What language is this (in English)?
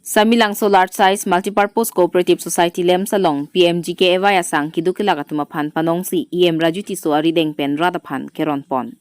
Karbi